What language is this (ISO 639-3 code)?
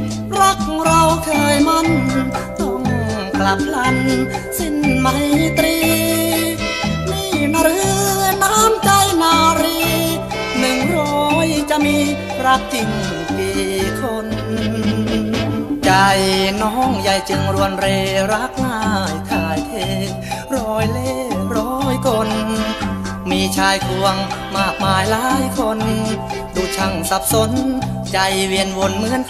tha